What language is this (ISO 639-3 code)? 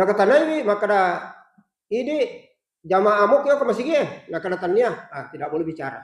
bug